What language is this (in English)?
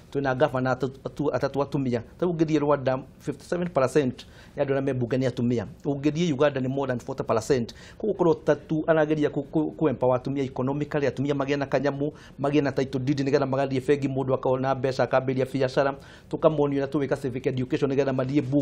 Kikuyu